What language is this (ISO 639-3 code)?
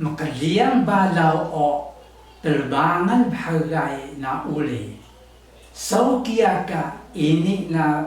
trv